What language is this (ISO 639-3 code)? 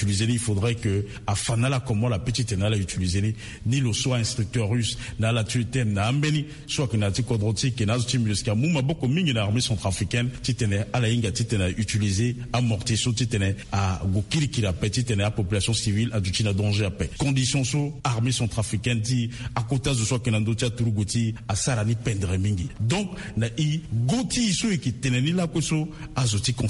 sag